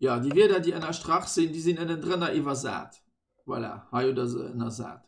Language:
Luxembourgish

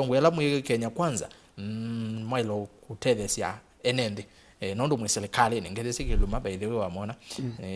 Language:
Kamba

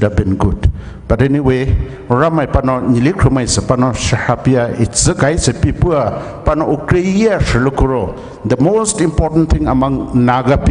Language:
Poumei Naga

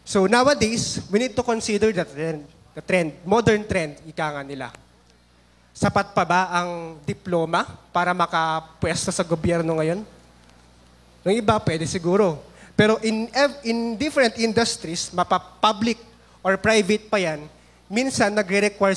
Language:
Filipino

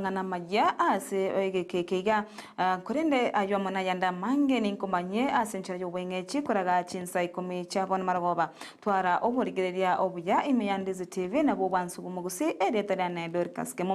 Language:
Gusii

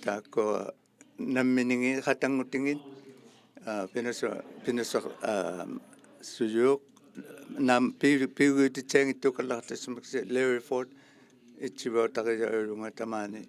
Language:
Inuktitut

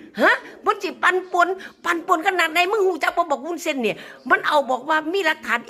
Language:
Northeastern Thai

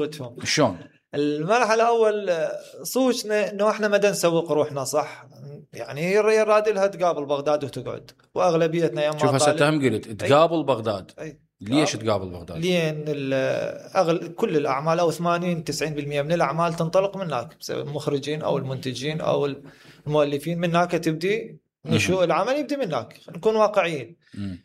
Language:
Mesopotamian Arabic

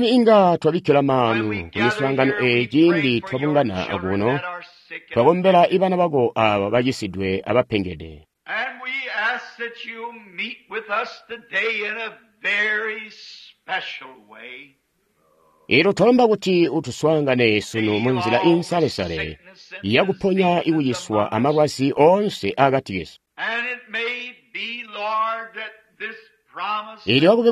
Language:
Tonga (Zambia)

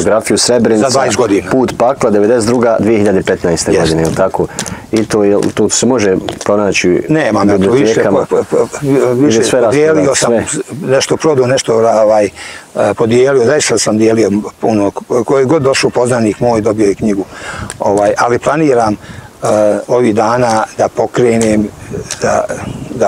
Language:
Bosnian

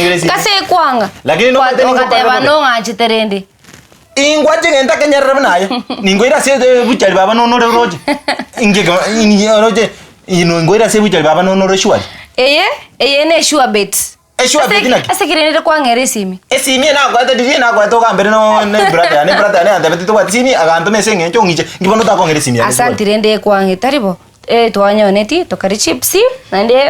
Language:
Gusii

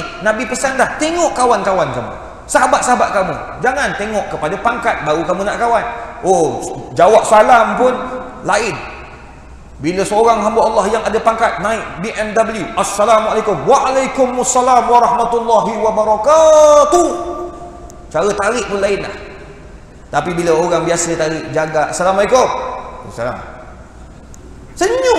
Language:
Malay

